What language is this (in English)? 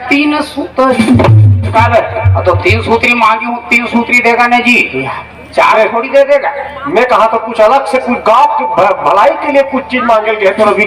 Chhattisgarhi